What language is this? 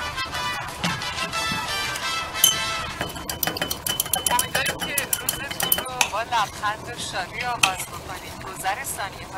Persian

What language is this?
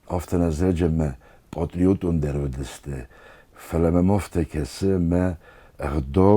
Ossetic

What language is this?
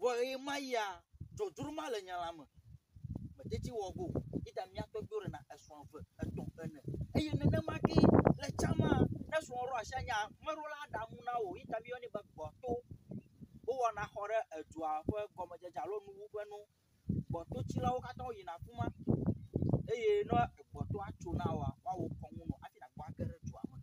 Ewe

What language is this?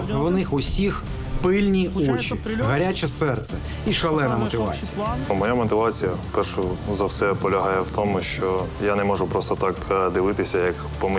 Ukrainian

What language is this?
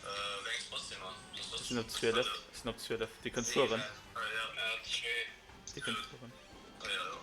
Luxembourgish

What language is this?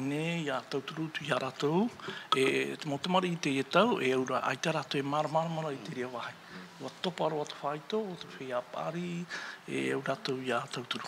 Tahitian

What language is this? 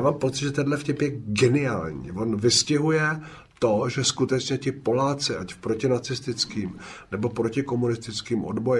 Czech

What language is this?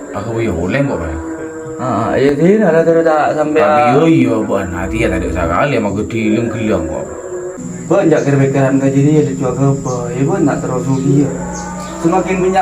Madurese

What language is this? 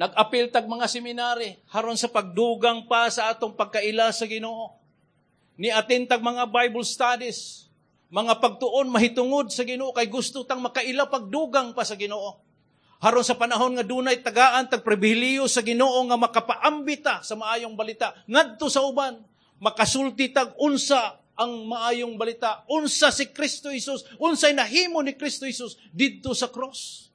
Cebuano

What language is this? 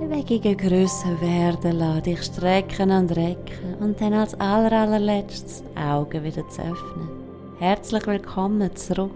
Swiss German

